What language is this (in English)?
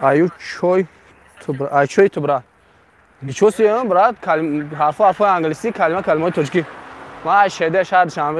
Tajik